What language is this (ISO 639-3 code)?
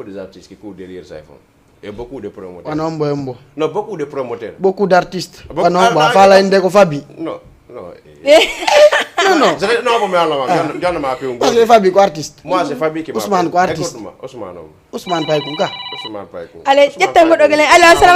ful